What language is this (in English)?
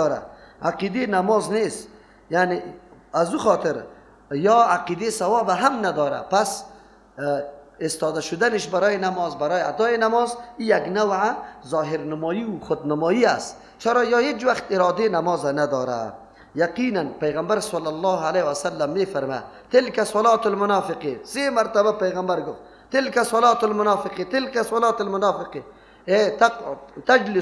Persian